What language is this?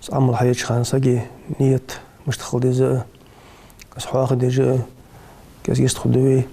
Ingush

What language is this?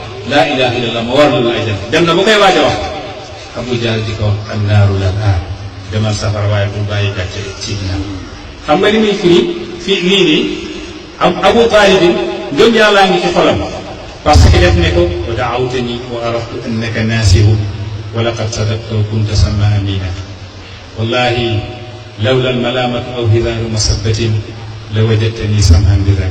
Wolof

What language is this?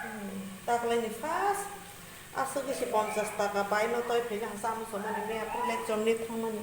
Kok Borok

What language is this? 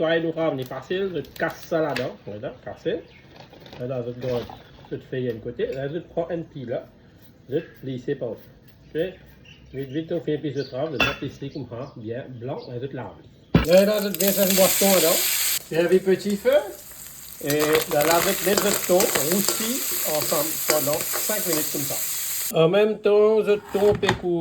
Morisyen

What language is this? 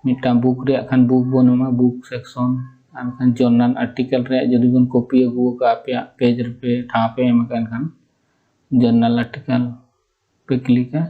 Santali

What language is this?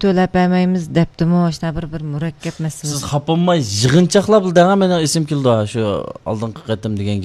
Uyghur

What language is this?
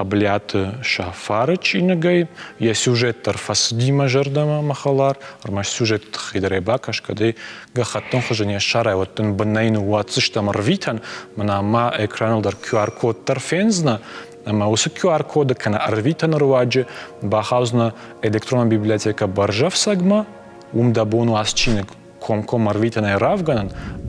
Ossetic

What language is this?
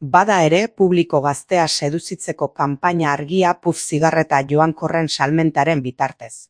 Basque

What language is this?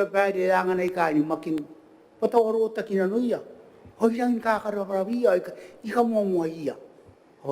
Gilbertese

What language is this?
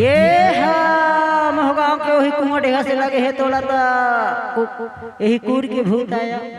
Chhattisgarhi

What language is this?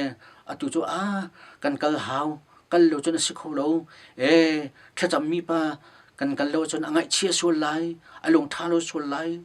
Hakha Chin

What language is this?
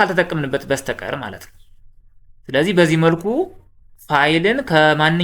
Amharic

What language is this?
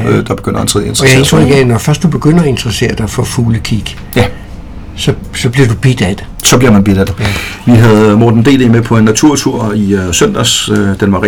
Danish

